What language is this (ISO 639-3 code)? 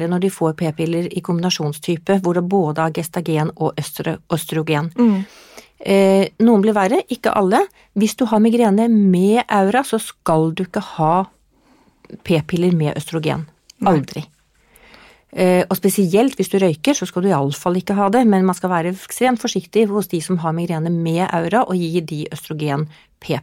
nor